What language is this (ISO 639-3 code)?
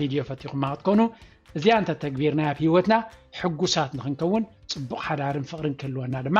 tir